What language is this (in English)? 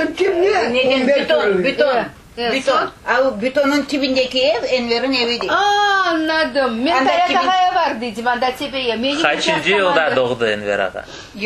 Crimean Tatar